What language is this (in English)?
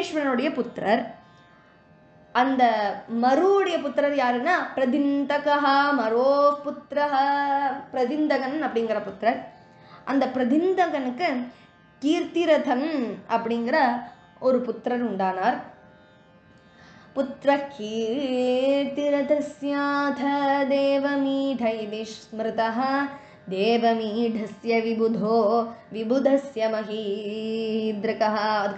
Tamil